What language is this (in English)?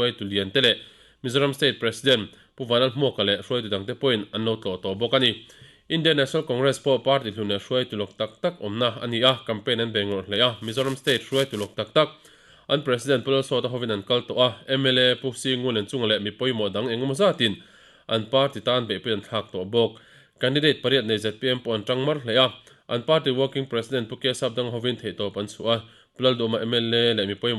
Mizo